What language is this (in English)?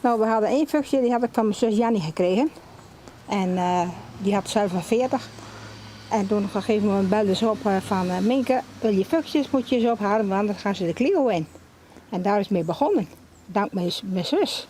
Western Frisian